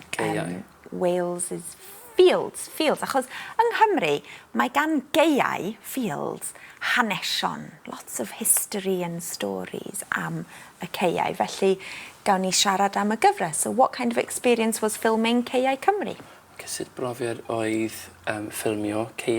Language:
Welsh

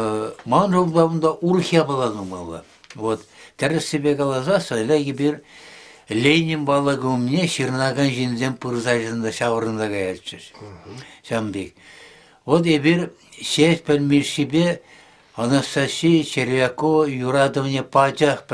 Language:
Chuvash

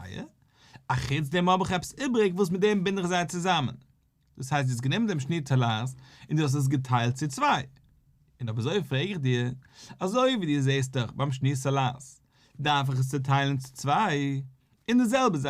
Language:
Yiddish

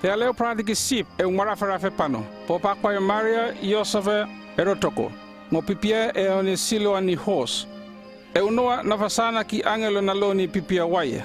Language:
North Efate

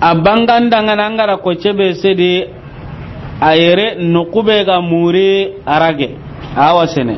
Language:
Soninke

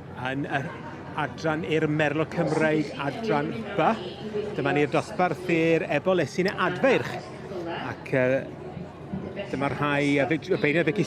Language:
Welsh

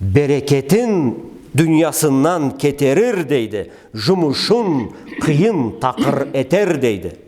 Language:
Karachay-Balkar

